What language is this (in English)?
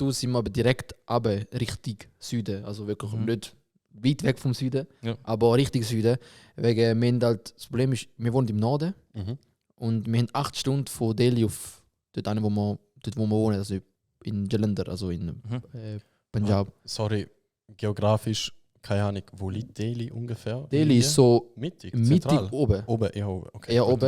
Swiss German